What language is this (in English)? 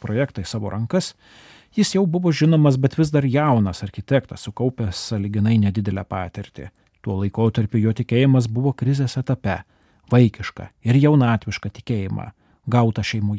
Lithuanian